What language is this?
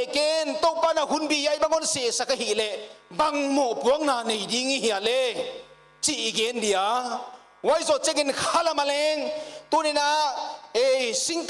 Paite Chin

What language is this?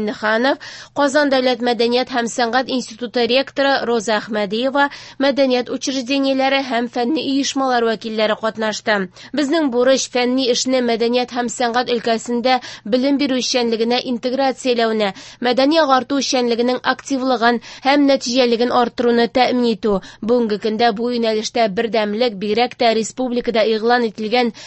Tatar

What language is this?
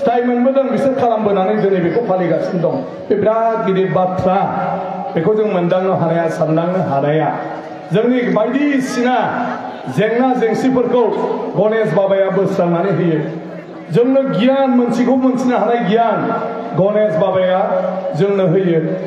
Bodo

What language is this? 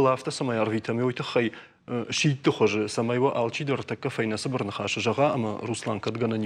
Ossetic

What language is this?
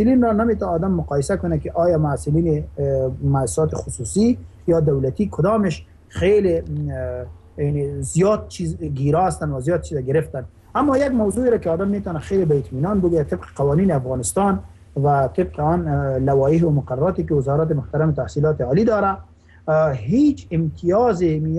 Persian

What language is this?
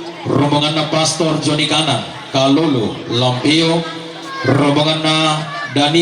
Toraja-Sa'dan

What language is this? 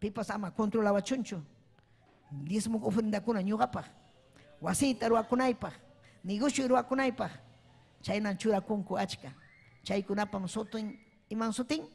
Ayacucho Quechua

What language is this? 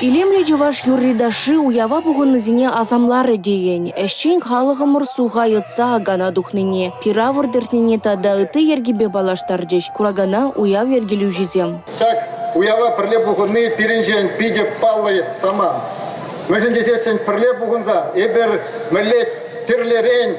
Chuvash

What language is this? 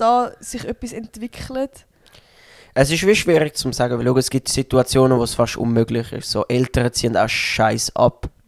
Swiss German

